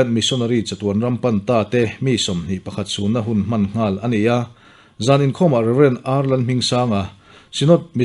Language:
Mizo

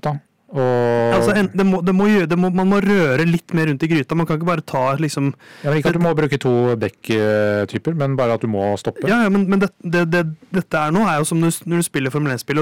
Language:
Norwegian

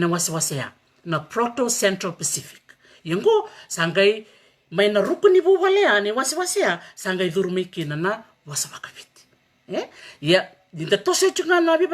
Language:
Fijian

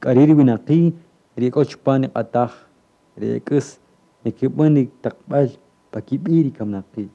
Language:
Kaqchikel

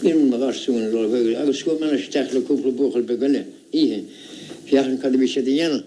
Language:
Irish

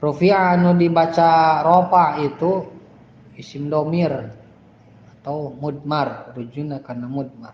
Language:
Sundanese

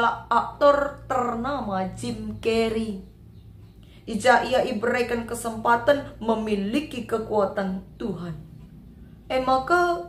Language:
Batak Karo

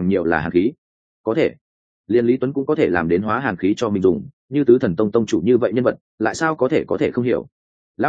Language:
Vietnamese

